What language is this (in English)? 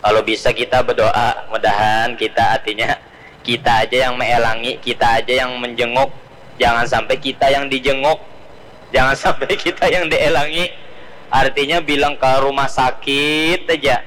Banjar